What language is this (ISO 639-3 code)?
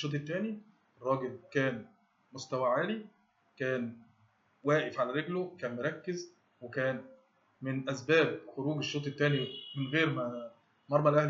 arz